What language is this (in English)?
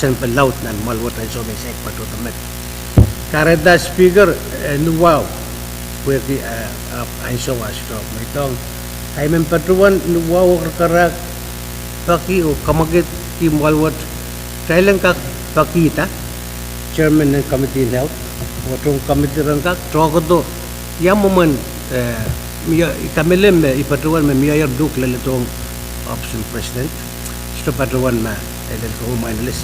Pohnpeian